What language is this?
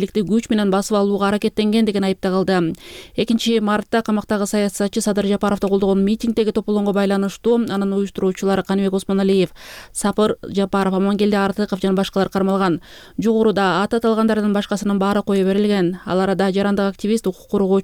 Kyrgyz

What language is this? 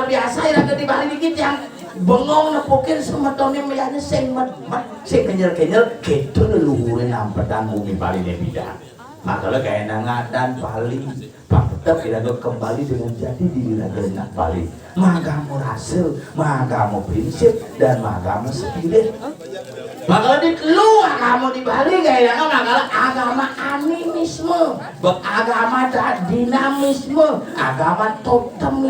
Balinese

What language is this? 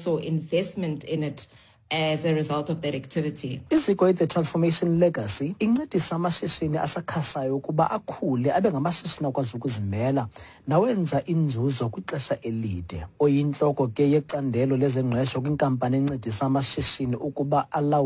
Xhosa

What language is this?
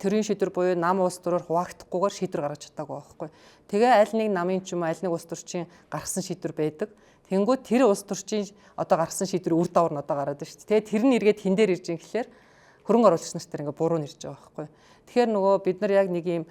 Mongolian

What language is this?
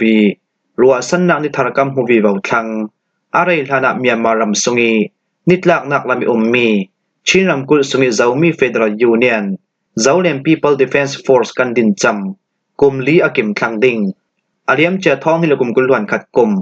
Falam Chin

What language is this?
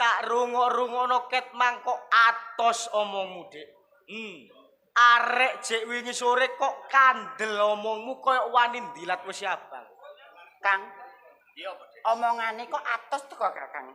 Javanese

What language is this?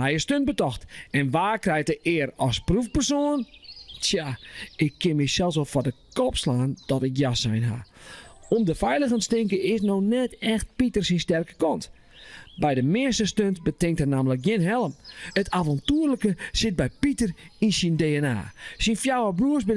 Western Frisian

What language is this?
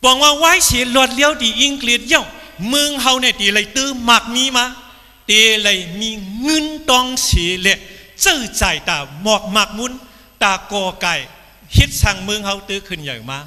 Shan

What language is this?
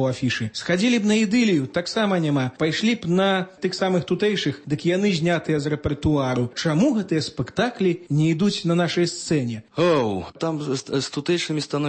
Belarusian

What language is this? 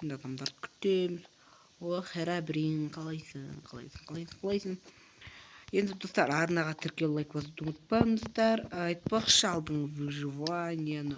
Kazakh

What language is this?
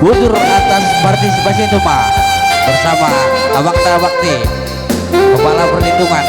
Batak Karo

